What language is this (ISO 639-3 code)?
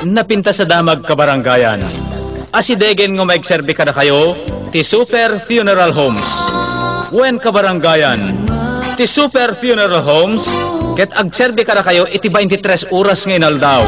ilo